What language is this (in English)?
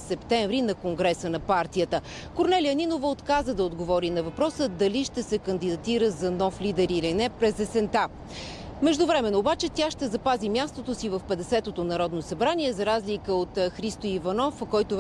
Bulgarian